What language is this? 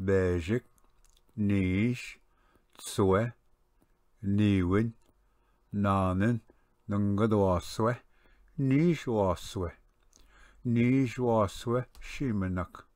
Ojibwa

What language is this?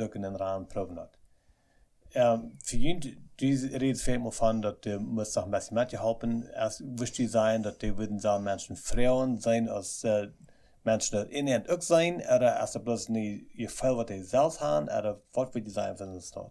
Plautdietsch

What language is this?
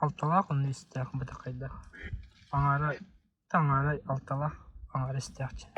Yakut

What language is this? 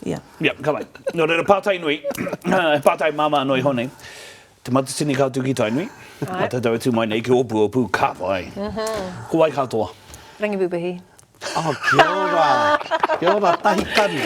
Māori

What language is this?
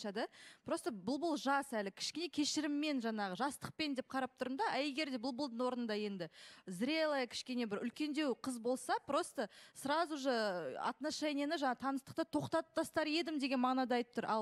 Kazakh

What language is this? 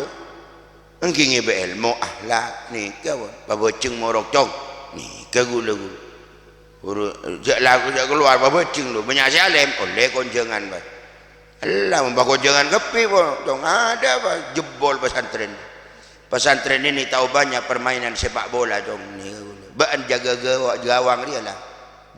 Madurese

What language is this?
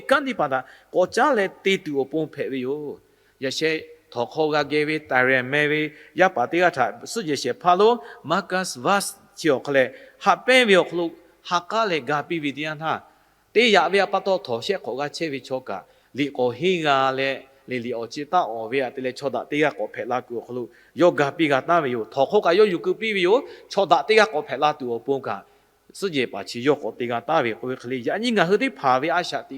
Lahu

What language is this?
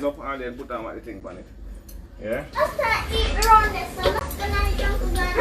Jamaican Creole English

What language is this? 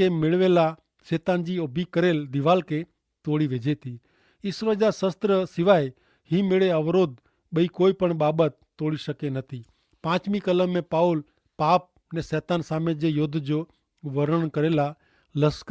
Kachhi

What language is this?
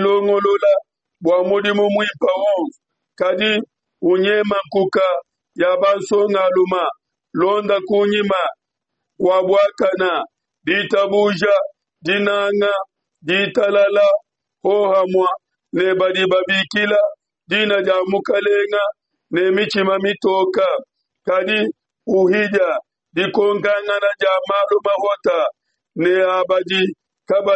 Luba-Lulua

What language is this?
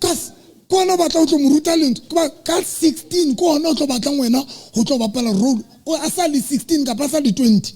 Southern Sotho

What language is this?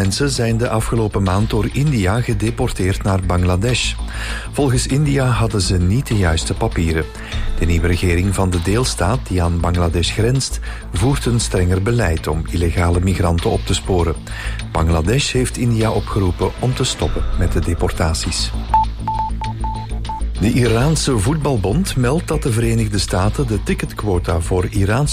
Dutch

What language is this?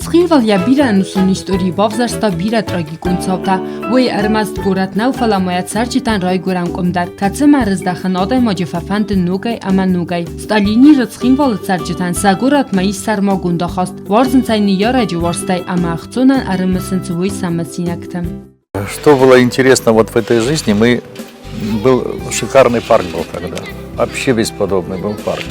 Ossetic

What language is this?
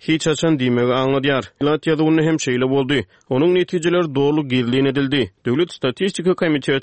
Turkmen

